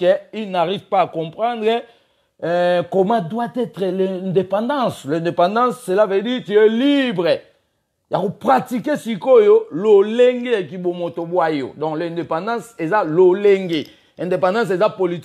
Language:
Lingala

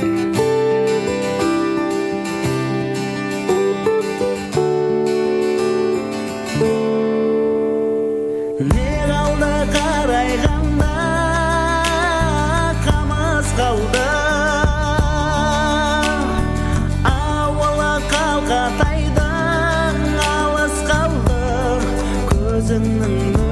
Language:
Kazakh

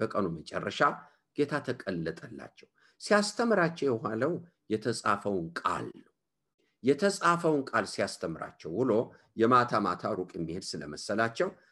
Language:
Amharic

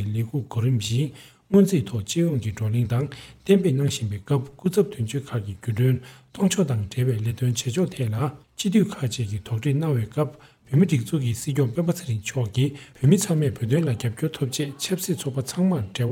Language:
Tibetan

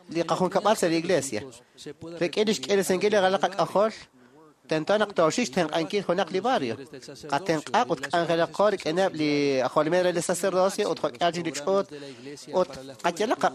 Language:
Kekchí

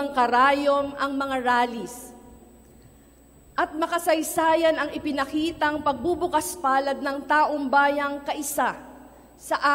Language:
Filipino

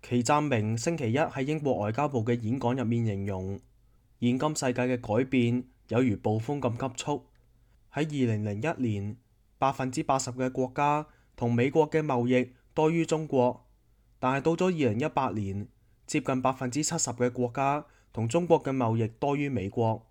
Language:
Cantonese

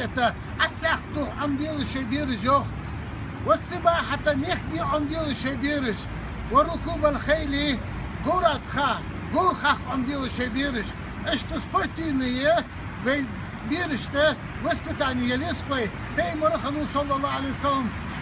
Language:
Chechen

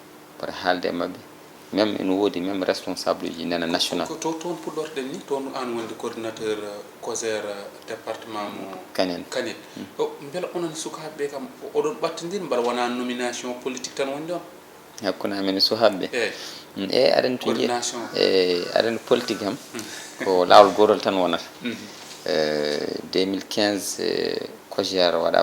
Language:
Fula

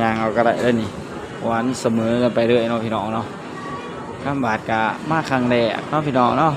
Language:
Northeastern Thai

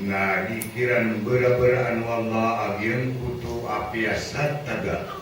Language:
Maranao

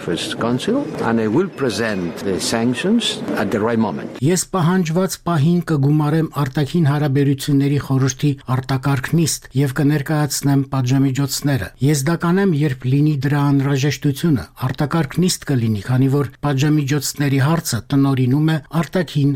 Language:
Armenian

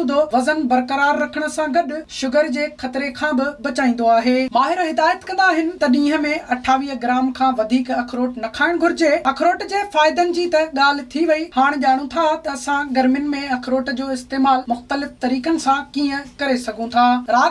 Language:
Sindhi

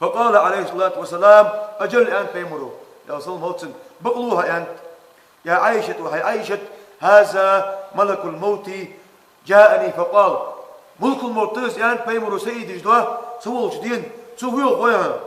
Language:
Ingush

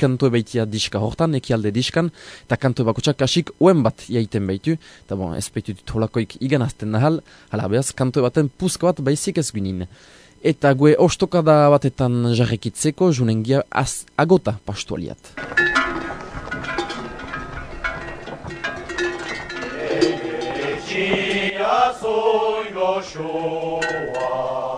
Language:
Basque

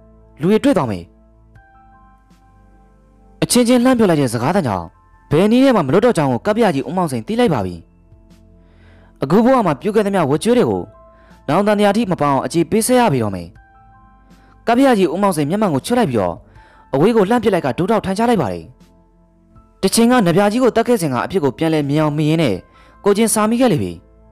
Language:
Burmese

